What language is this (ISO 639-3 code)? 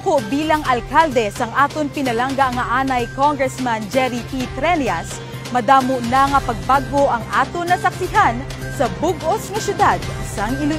hil